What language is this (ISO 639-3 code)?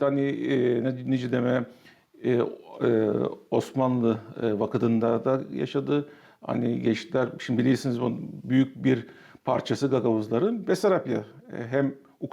gag